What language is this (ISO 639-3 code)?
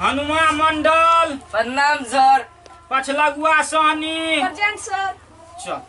mai